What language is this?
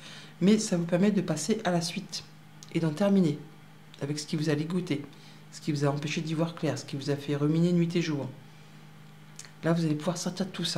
French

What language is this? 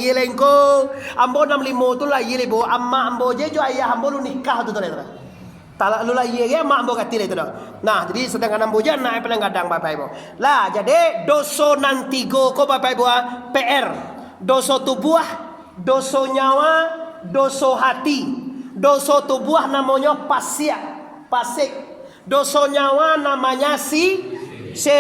Minangkabau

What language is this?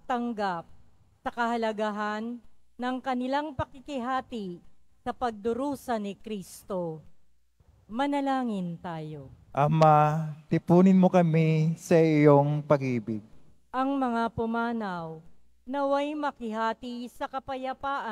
Filipino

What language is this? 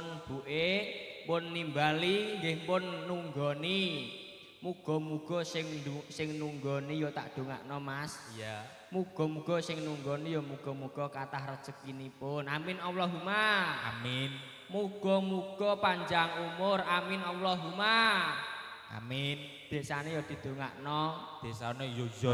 Javanese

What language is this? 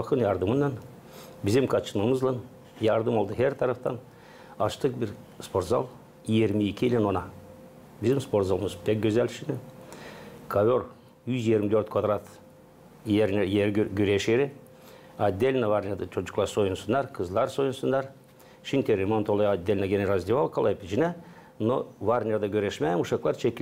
Gagauz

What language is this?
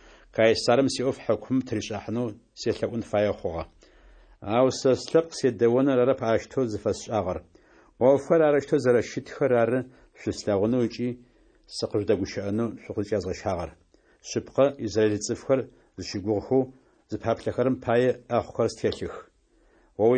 Adyghe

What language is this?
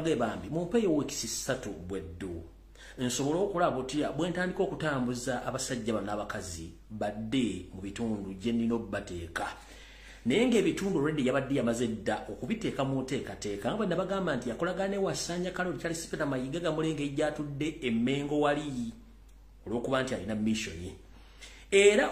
Ganda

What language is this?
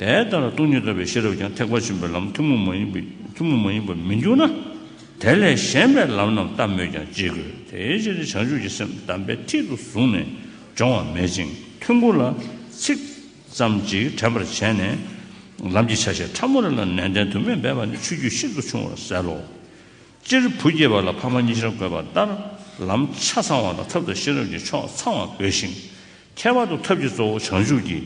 Tibetan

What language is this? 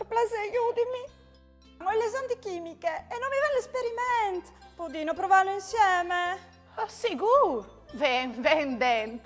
Friulian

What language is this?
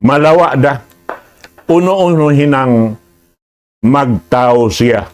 Tausug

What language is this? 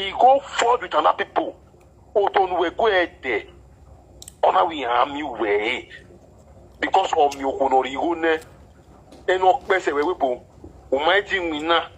Nigerian Pidgin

